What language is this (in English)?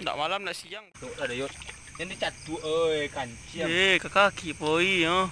Minangkabau